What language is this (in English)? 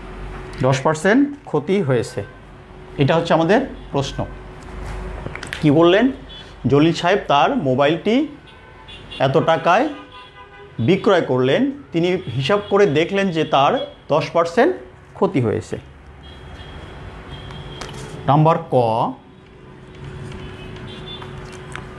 Bangla